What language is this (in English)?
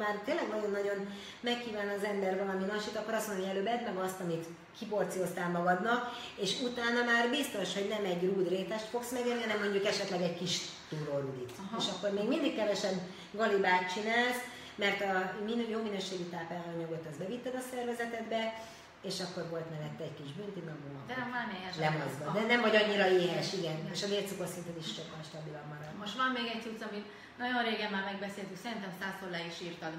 Hungarian